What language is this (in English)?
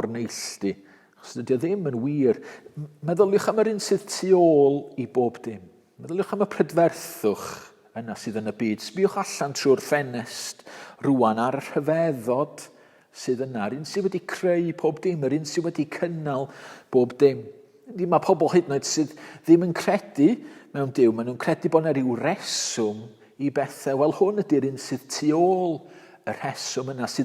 Welsh